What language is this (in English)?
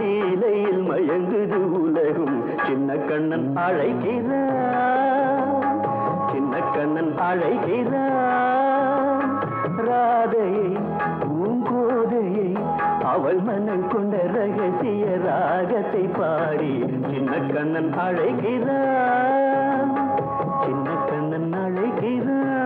Tamil